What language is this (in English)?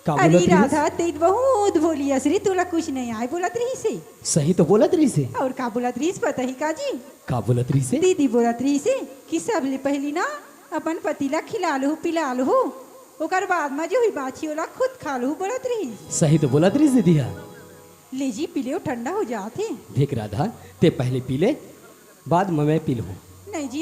Chhattisgarhi